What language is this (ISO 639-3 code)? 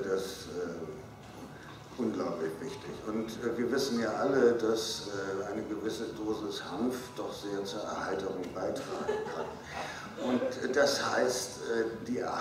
deu